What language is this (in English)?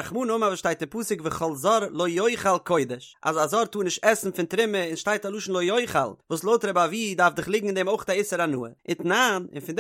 Yiddish